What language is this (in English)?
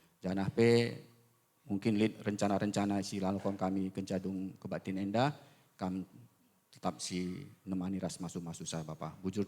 Batak Karo